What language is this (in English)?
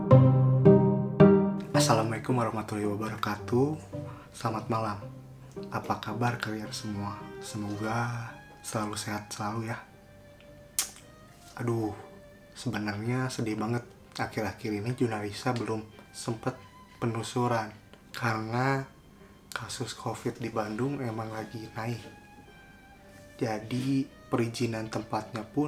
Indonesian